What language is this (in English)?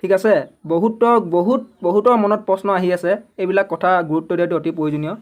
Assamese